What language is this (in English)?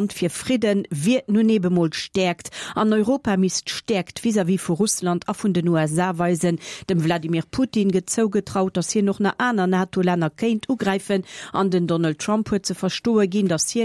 Luxembourgish